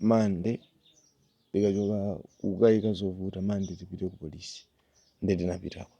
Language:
Nyanja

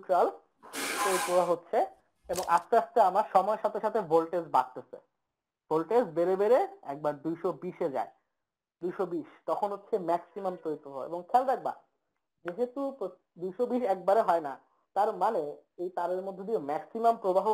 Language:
Bangla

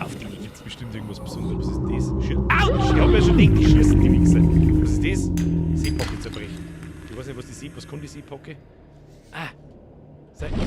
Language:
Bavarian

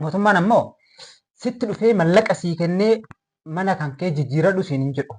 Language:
Oromo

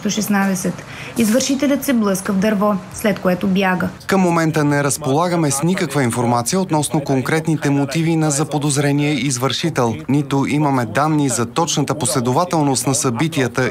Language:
Bulgarian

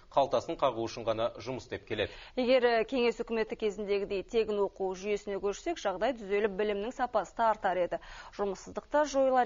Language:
Kazakh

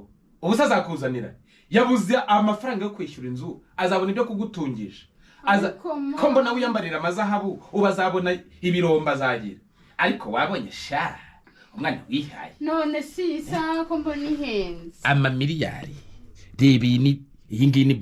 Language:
Kinyarwanda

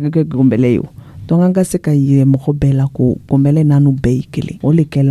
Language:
Dyula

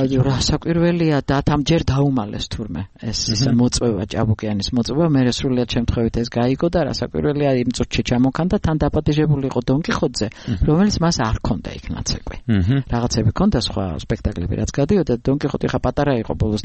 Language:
Georgian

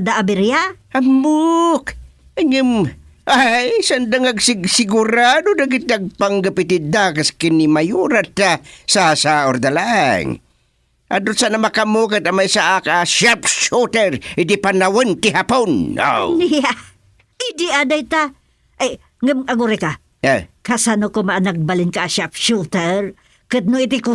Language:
Iloko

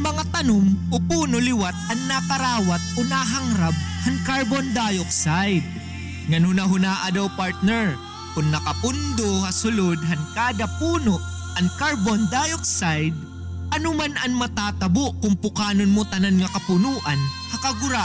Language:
Waray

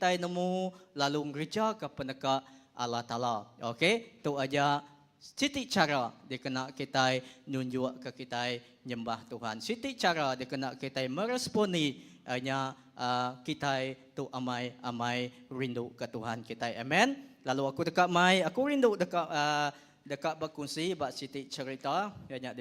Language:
Iban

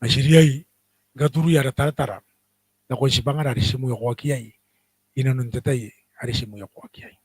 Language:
Gilbertese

